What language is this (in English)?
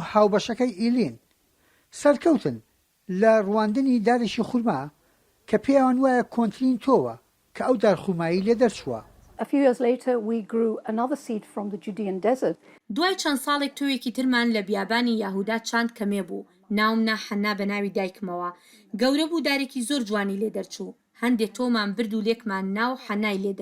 Central Kurdish